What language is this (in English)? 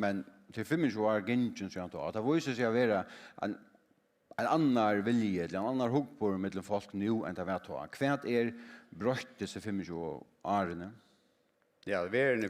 Faroese